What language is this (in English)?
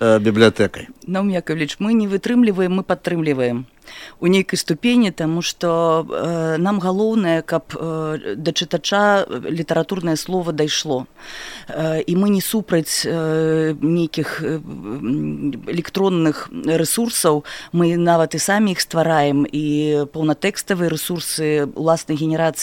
Belarusian